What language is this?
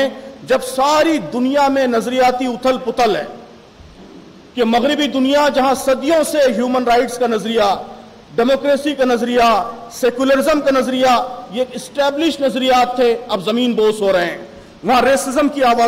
Urdu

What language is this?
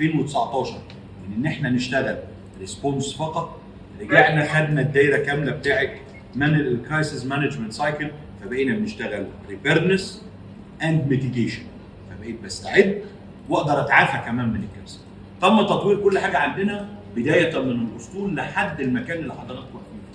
Egyptian Arabic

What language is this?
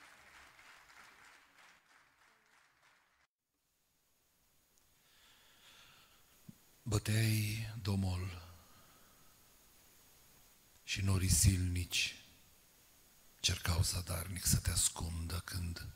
Romanian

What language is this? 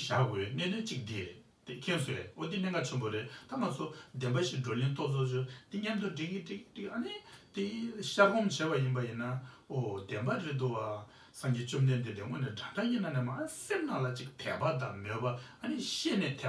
Tibetan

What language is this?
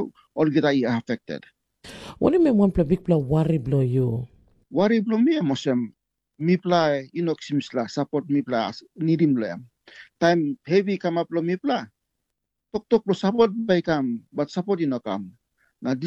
Tok Pisin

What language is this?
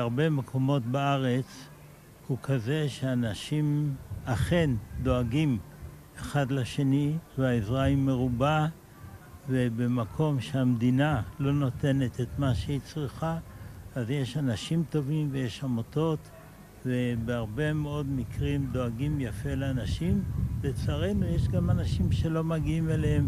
Hebrew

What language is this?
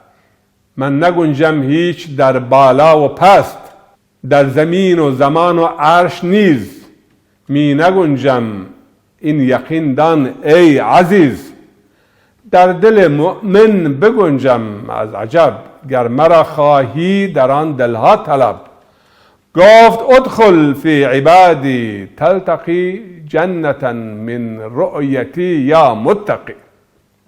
Zaza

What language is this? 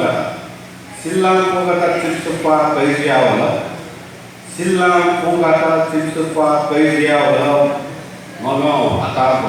Newari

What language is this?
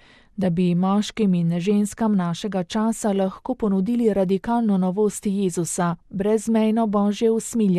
Slovenian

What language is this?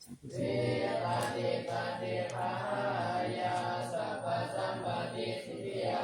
Pali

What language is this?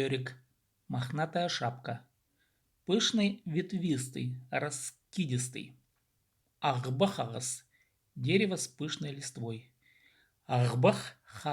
Khakas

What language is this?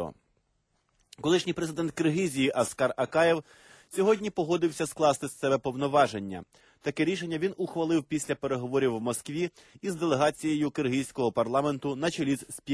Ukrainian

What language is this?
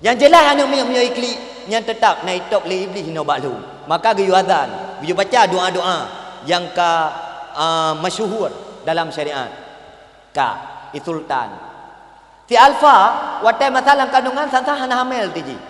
Achinese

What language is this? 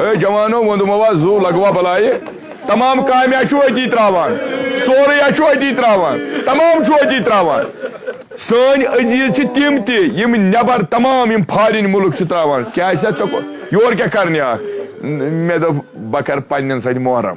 Kashmiri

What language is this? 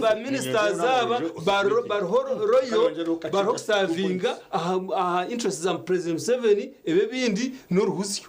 Nyankole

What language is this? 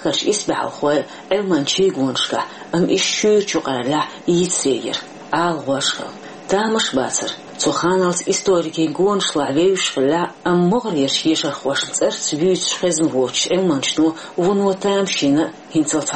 Chechen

